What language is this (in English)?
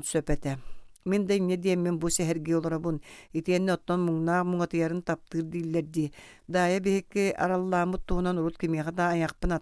Yakut